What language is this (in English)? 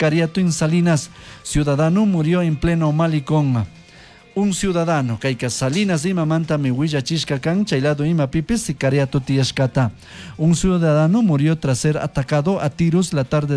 Chimborazo Highland Quichua